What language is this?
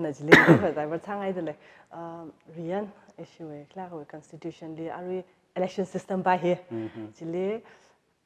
Tangkhul Naga (India)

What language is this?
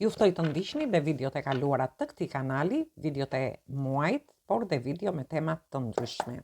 Albanian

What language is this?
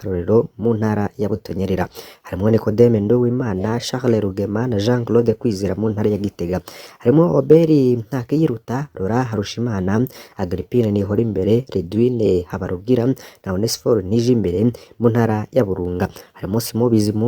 Rundi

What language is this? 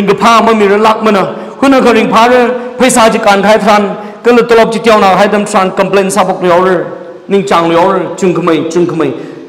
Tangkhul Naga (India)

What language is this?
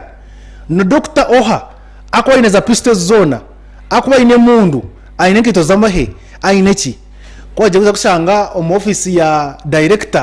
Nyankole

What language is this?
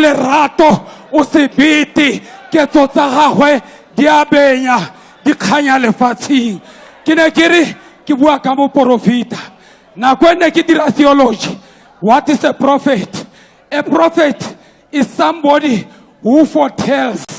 Tswana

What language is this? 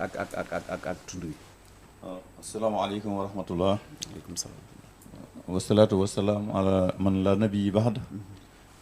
Wolof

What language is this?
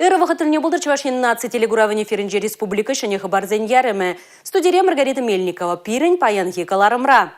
Chuvash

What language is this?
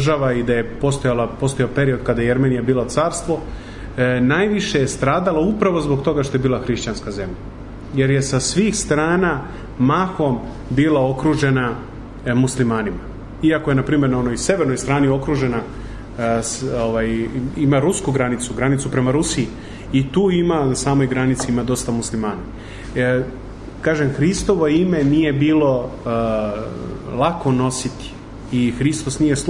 Serbian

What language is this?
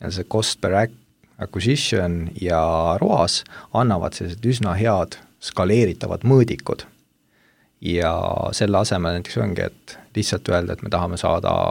Estonian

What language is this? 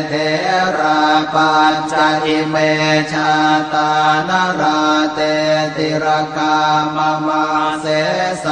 Pali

